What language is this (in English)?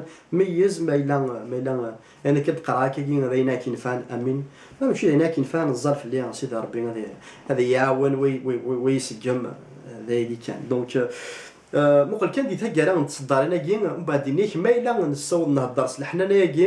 Kabyle